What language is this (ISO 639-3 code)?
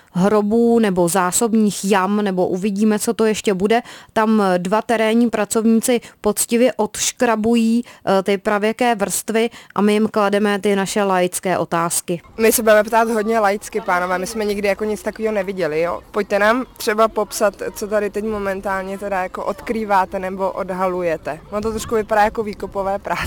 ces